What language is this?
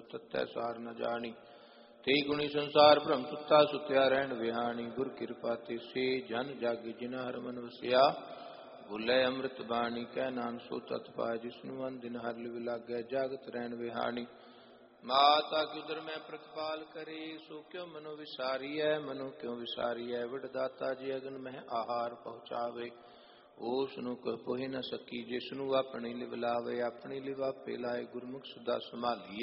Punjabi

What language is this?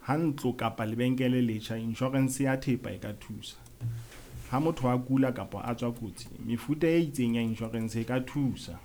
Southern Sotho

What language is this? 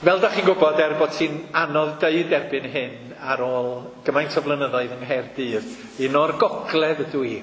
Welsh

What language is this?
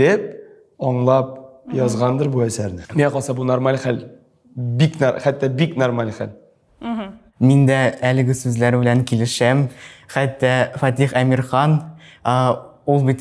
Tatar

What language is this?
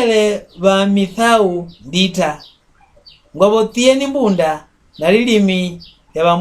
Mbunda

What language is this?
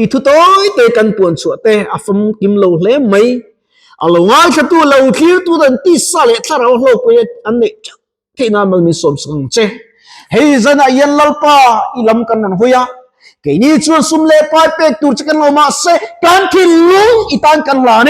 Mizo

